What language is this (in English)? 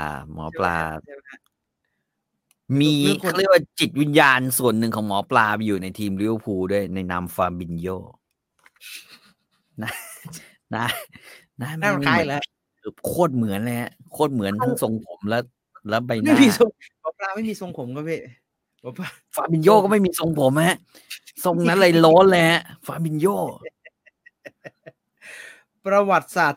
Thai